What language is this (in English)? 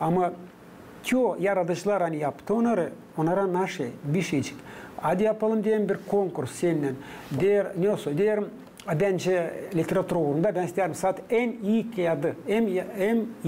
Gagauz